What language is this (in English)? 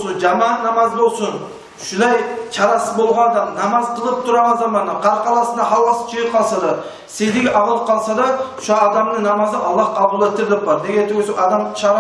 Kumyk